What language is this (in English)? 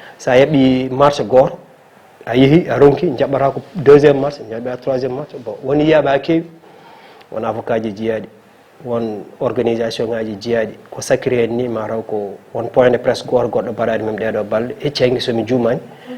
Fula